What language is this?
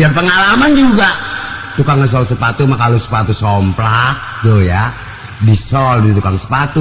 Betawi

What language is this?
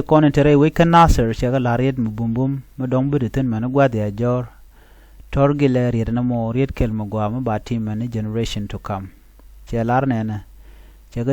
Nuer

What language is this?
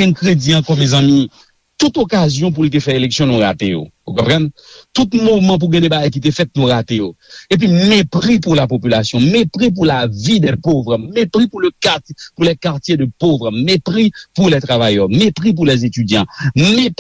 Haitian Creole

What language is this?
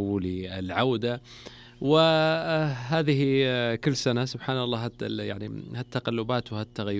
Najdi Arabic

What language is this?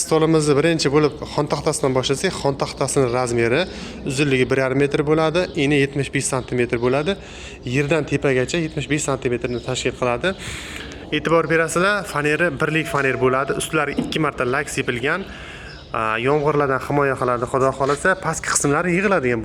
Uzbek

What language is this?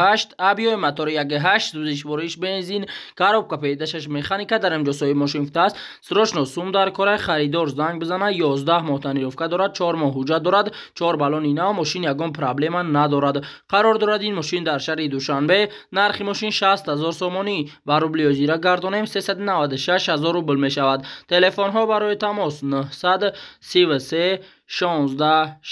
Tajik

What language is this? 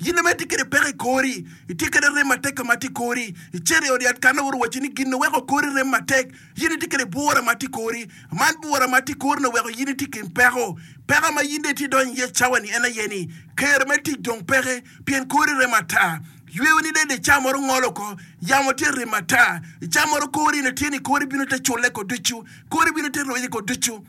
Acoli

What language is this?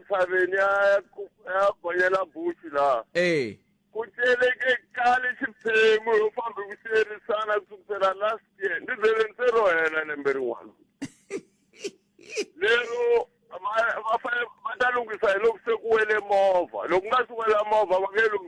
Tsonga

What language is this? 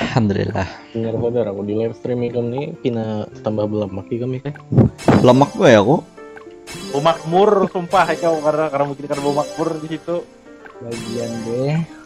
Banjar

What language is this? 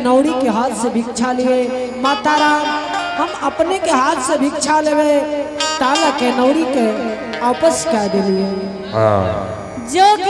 Angika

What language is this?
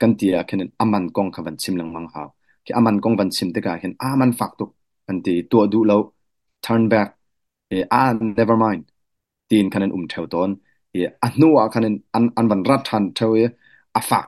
Hakha Chin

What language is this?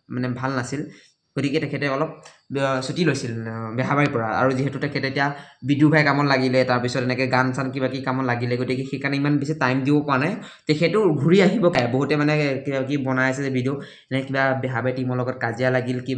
Assamese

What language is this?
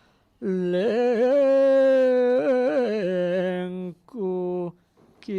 Balinese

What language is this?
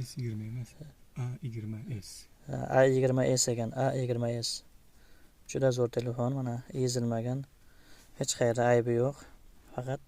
Uzbek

